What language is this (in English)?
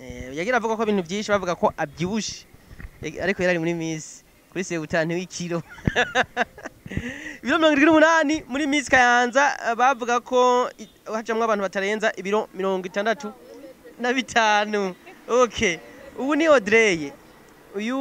Rundi